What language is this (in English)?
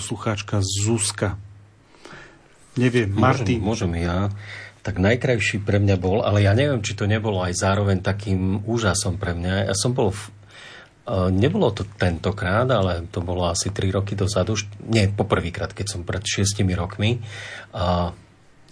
Slovak